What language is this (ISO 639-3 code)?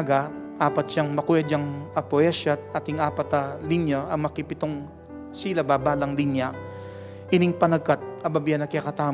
pam